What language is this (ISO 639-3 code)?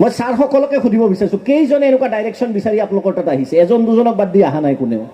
asm